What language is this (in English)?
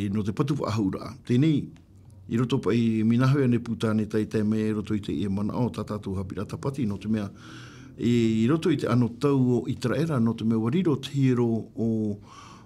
Tahitian